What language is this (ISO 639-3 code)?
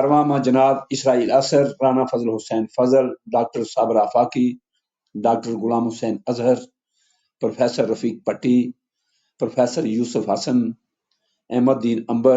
gju